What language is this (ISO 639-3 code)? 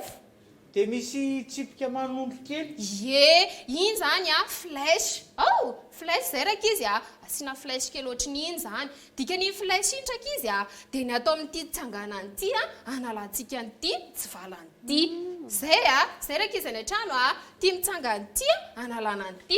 mlg